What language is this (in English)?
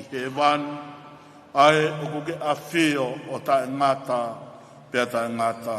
Tongan